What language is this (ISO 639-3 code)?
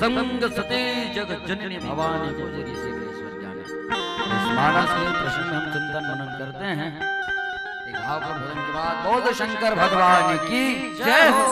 hne